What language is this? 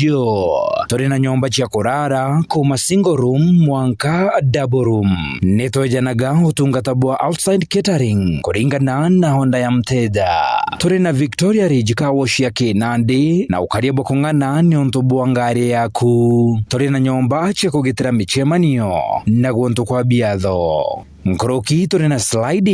Meru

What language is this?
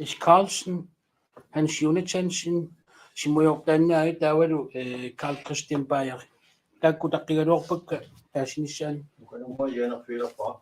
Kalaallisut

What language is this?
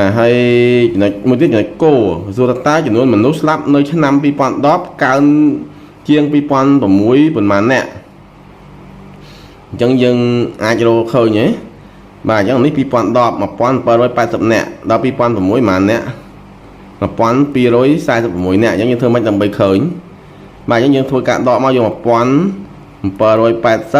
Khmer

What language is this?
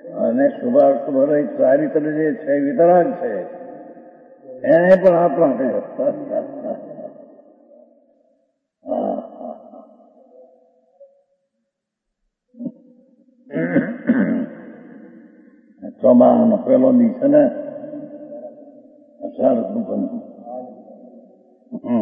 Gujarati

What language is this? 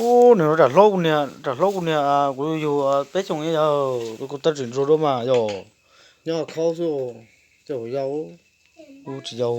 Hmong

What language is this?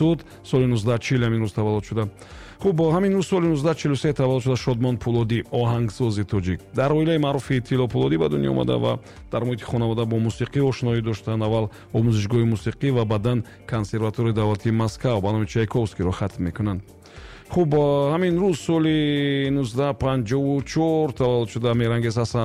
Tajik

